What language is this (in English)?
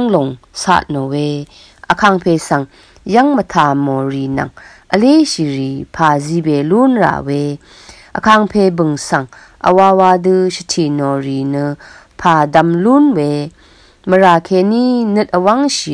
Rawang